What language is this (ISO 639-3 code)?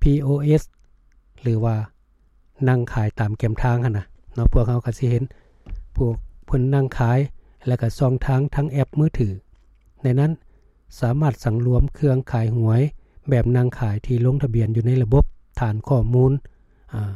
lao